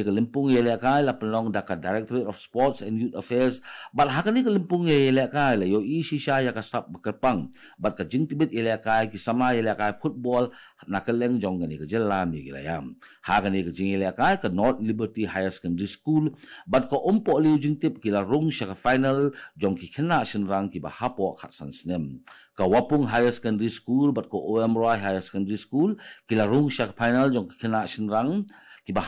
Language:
Khasi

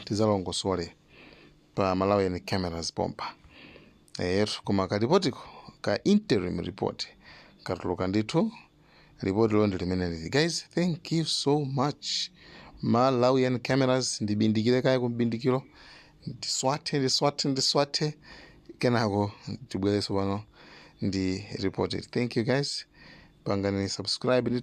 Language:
Nyanja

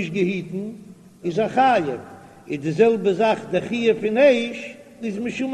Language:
Yiddish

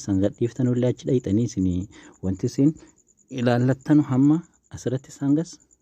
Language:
Oromo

